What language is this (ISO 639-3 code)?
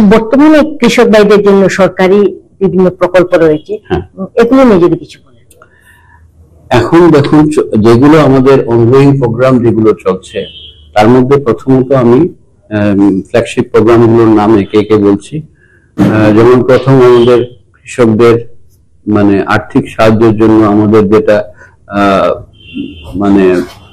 ben